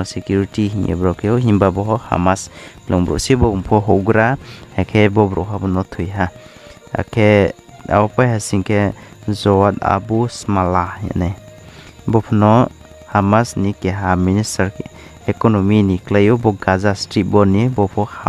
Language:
Riang (India)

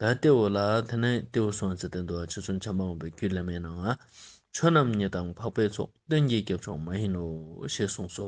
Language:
Ladakhi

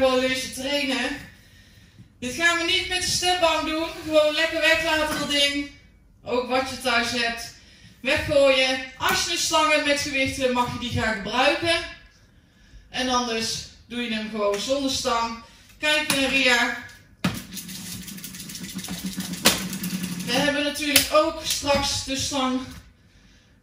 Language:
Dutch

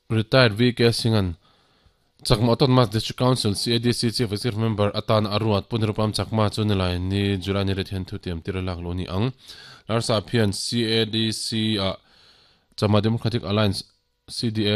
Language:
Mizo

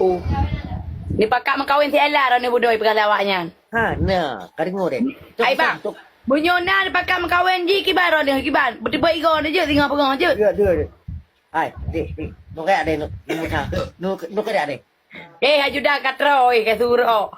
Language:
Achinese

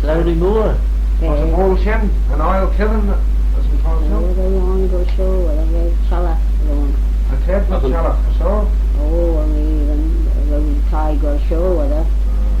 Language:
Manx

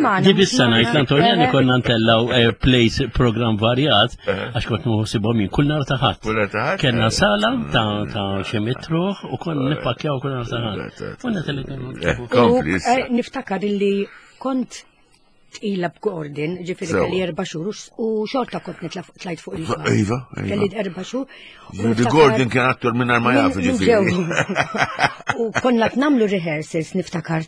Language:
Maltese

